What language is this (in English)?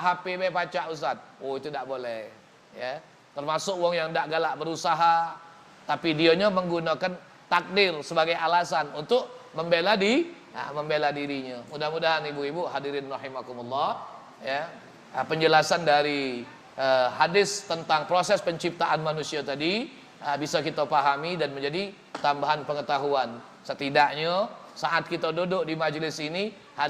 Musi